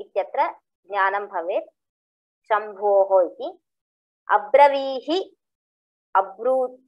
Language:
Sanskrit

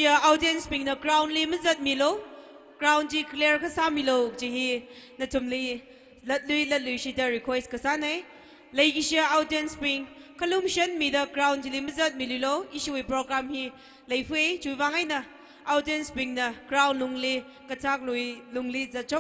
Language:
Tangkhul Naga (India)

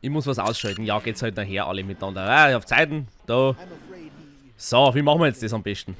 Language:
Bavarian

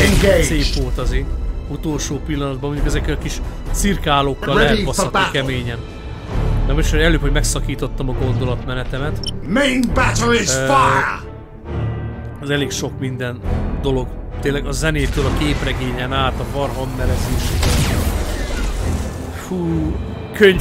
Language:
Hungarian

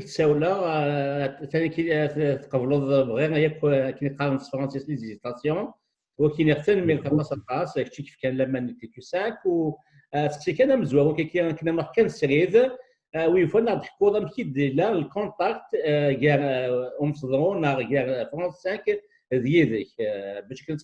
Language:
Kabyle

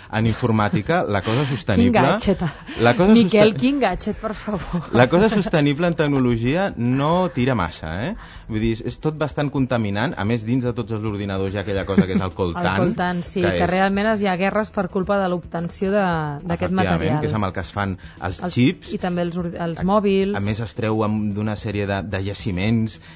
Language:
Catalan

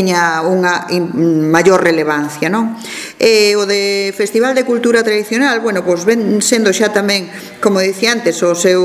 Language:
Galician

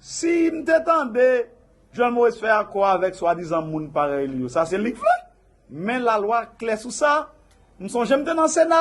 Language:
Haitian Creole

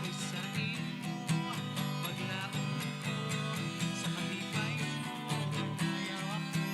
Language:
Hiligaynon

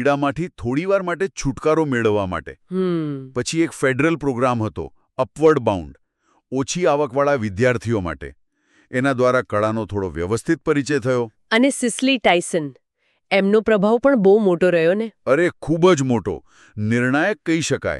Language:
Gujarati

